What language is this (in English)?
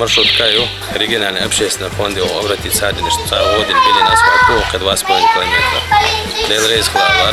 Chechen